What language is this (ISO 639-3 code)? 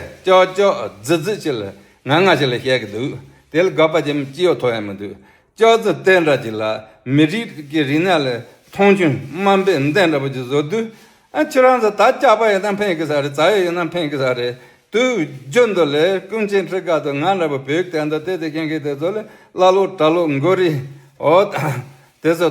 bod